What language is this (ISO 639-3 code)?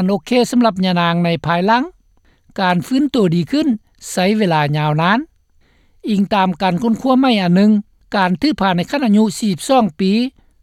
lao